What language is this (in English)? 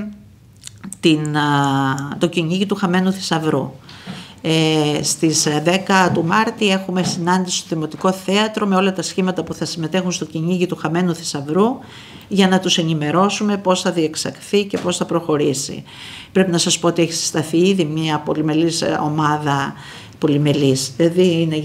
Greek